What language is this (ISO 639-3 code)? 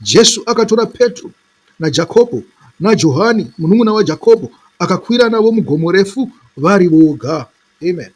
sna